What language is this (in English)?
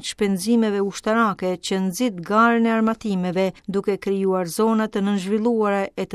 Albanian